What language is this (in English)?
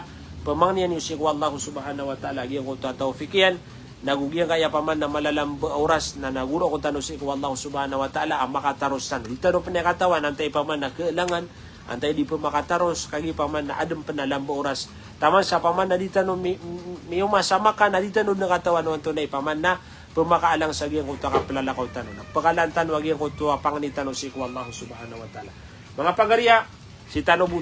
Maranao